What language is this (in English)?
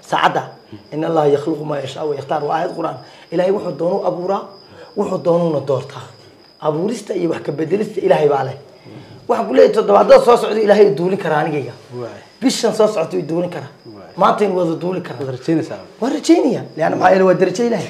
Somali